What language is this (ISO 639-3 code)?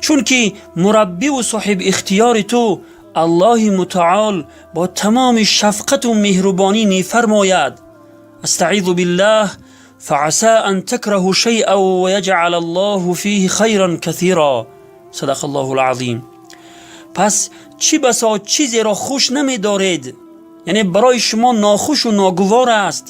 tgk